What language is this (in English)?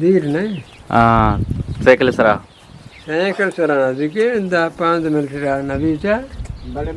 Eastern Balochi